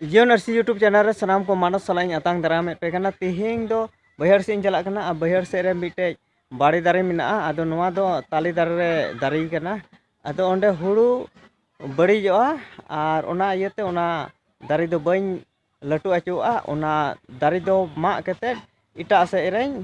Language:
Santali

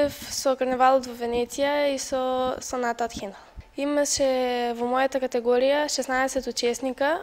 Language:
Macedonian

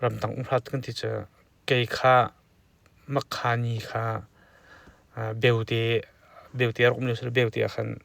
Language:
Hakha Chin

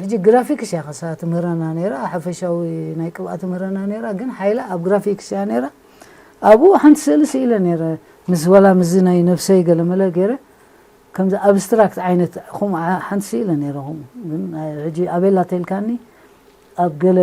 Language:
Tigrinya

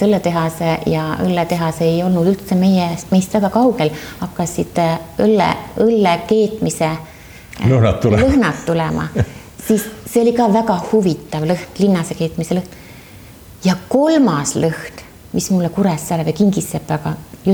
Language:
Estonian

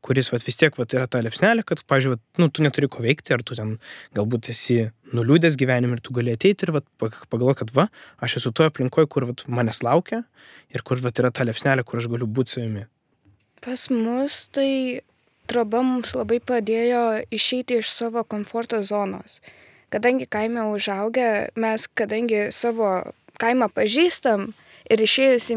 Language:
Lithuanian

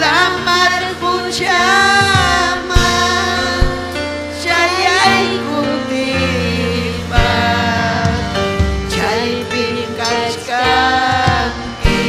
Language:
Ayacucho Quechua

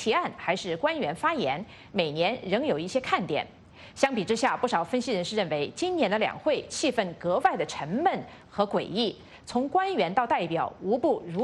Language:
Chinese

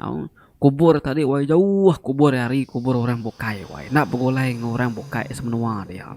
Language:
Iban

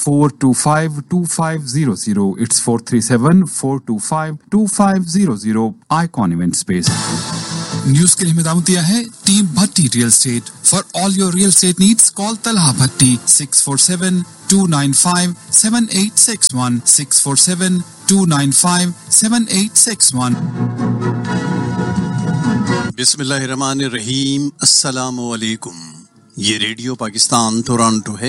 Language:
Urdu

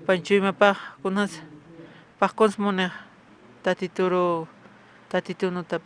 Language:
Aymara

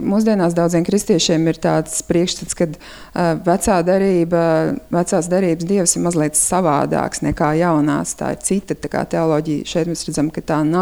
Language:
Latvian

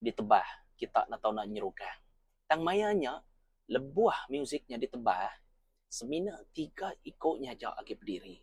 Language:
Iban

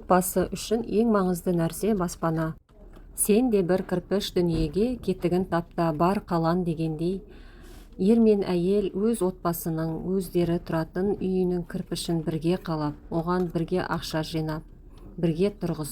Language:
Kazakh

